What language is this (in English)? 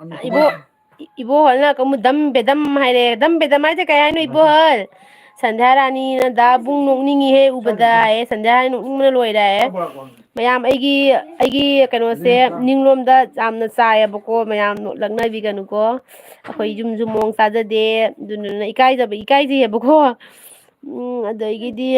Manipuri